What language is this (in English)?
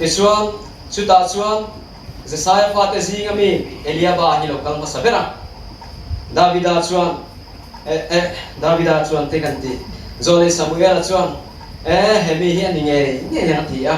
Mizo